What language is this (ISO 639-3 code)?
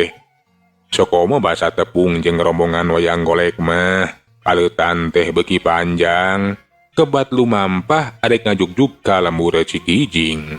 sun